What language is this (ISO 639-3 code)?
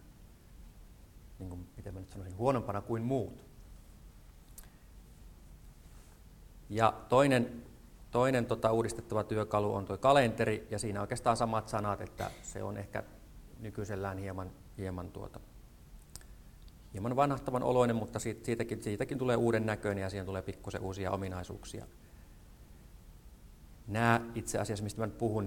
fin